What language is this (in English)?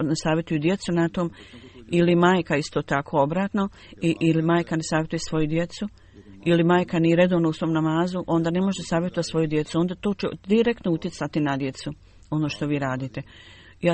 Bosnian